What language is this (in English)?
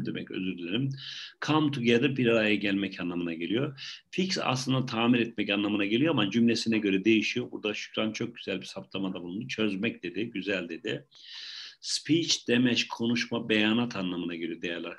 Turkish